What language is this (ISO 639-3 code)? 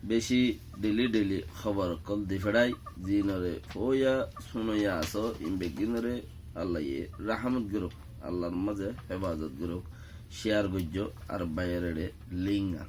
rhg